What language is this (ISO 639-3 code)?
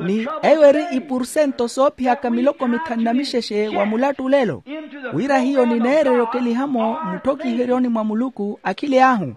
vmw